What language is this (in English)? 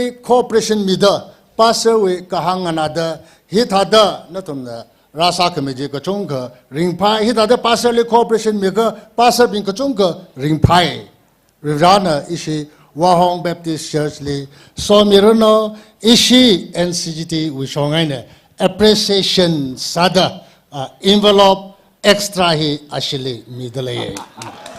Tangkhul Naga (India)